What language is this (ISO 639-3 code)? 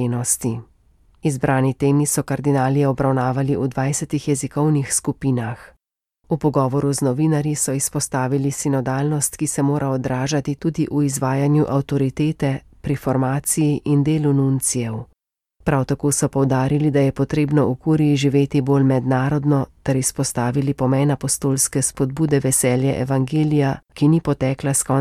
slv